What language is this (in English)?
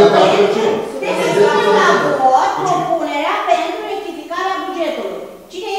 Romanian